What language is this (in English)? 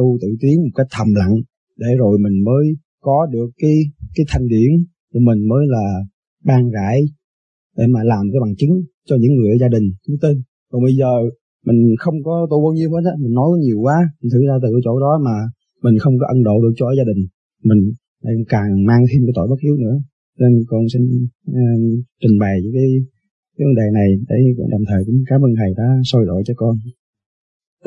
Vietnamese